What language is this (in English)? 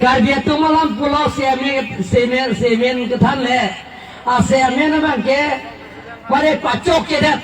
Karbi